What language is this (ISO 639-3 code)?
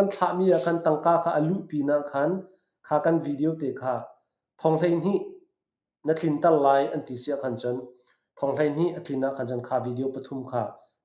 cnh